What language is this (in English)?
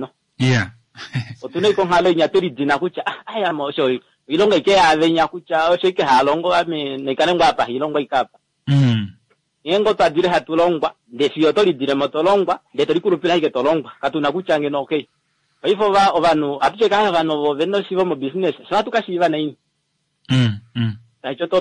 Kuanyama